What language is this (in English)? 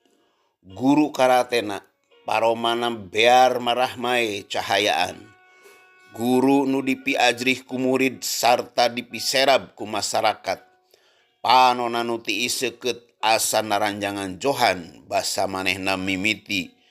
Sundanese